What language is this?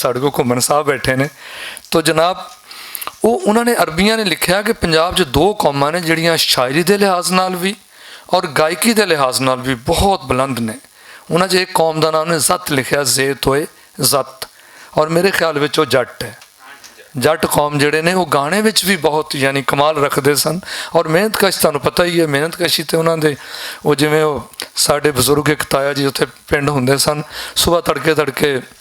Western Panjabi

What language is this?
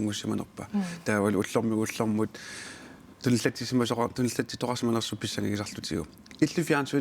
Kalaallisut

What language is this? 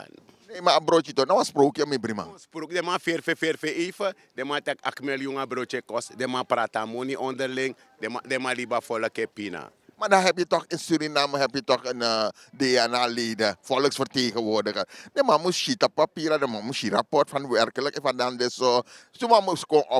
Sranan Tongo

